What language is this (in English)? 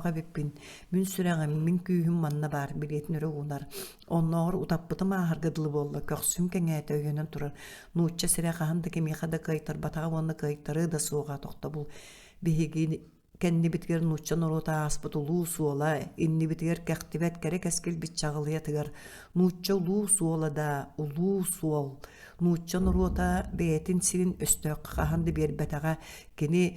Yakut